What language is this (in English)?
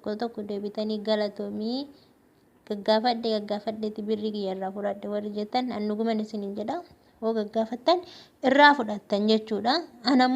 Oromo